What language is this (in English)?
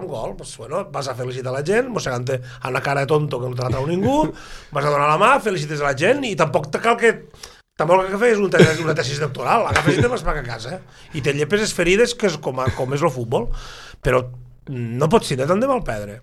Catalan